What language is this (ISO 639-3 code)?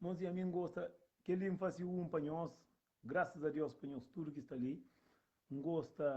kea